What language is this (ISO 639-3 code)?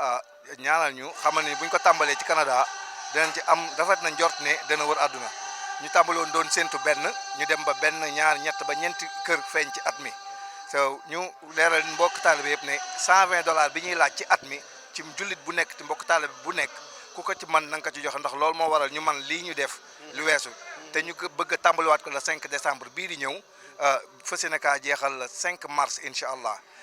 wol